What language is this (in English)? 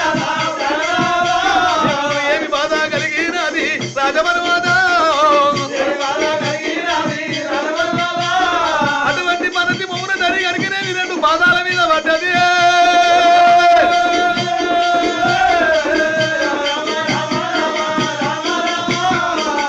Telugu